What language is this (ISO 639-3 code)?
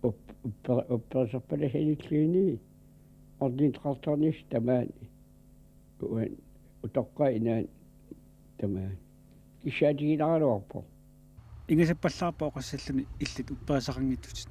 kal